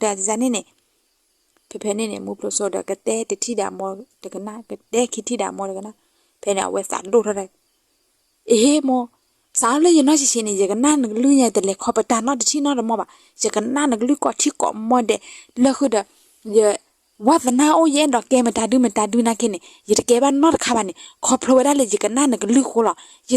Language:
S'gaw Karen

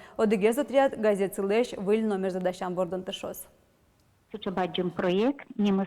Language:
Udmurt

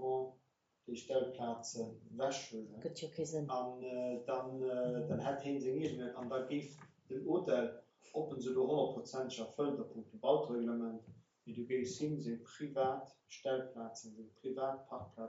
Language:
Luxembourgish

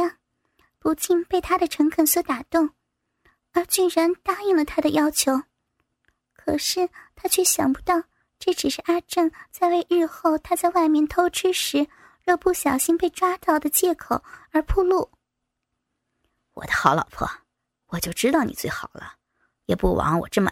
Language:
Chinese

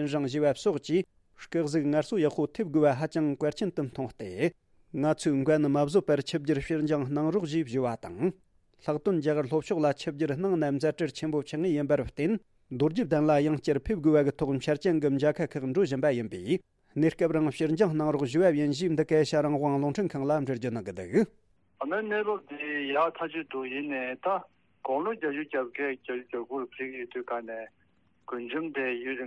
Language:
Tibetan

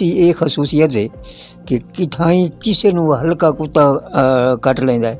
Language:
Western Panjabi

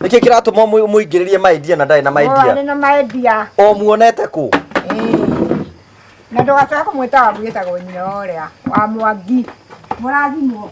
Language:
Kikuyu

